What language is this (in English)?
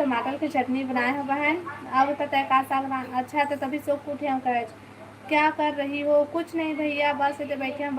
Chhattisgarhi